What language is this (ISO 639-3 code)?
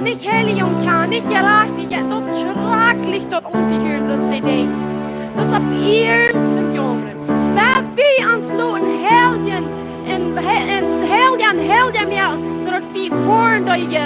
pdt